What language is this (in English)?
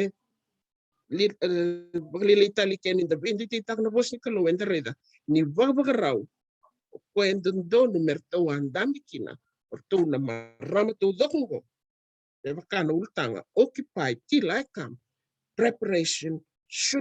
Fijian